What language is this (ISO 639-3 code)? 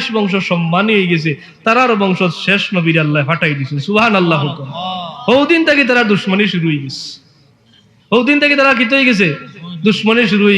syl